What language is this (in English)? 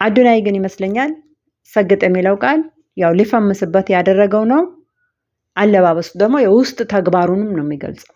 Amharic